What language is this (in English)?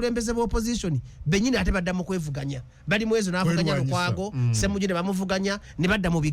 Ganda